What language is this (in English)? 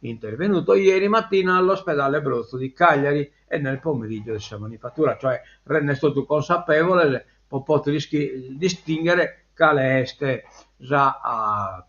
Sardinian